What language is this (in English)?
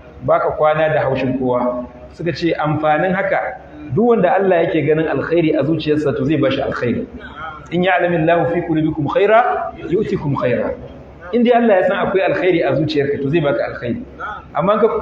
Hausa